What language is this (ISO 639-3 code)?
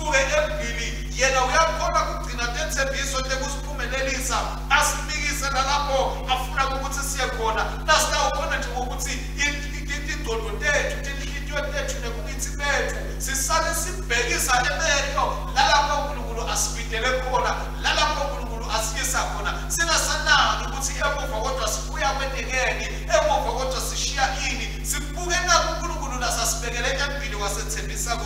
ssw